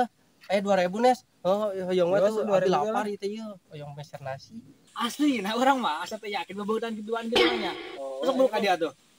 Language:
Sundanese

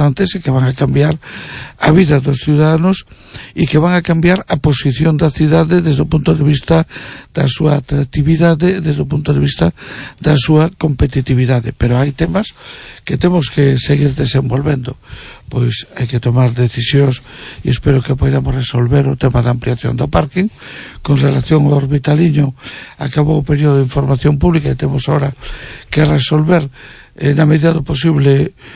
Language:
Galician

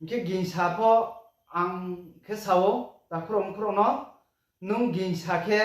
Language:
Riang (India)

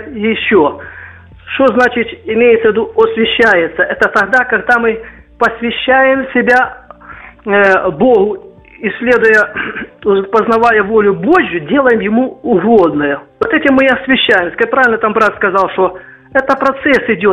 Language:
Russian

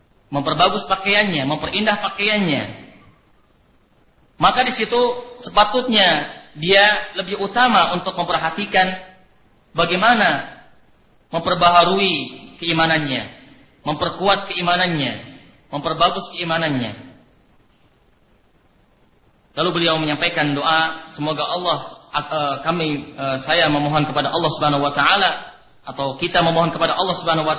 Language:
Indonesian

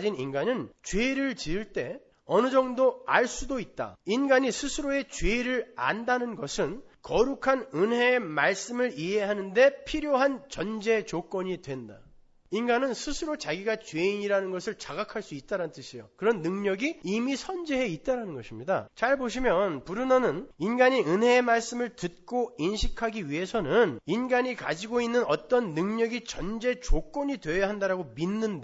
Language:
Korean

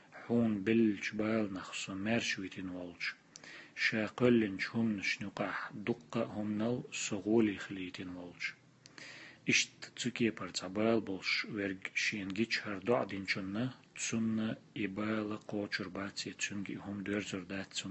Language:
Chechen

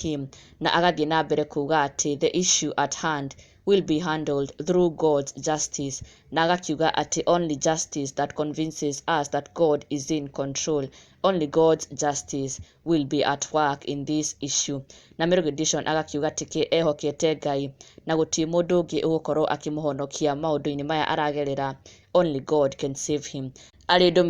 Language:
Kikuyu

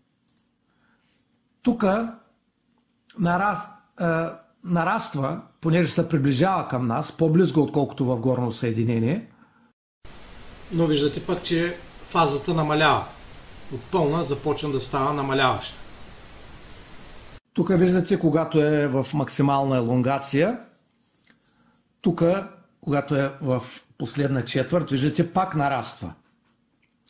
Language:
Bulgarian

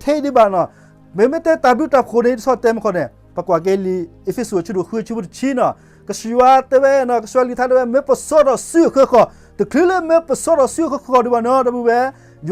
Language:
S'gaw Karen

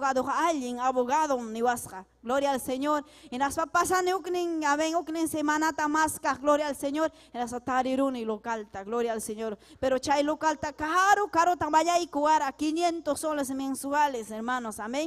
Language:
Ayacucho Quechua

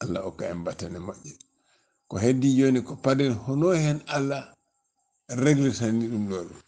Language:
Fula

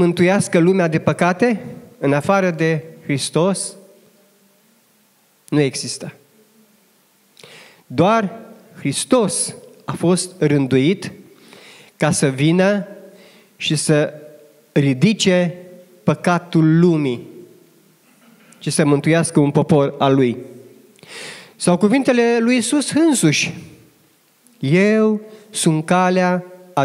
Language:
Romanian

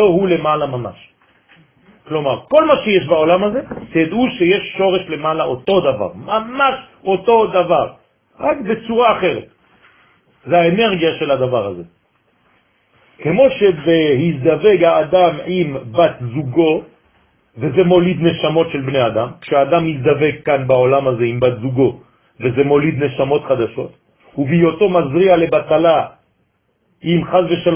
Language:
Hebrew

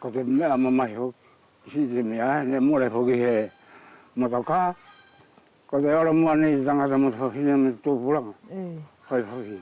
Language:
Wallisian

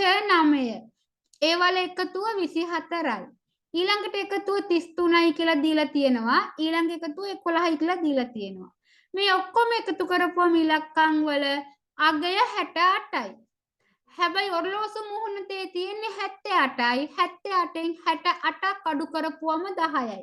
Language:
Sinhala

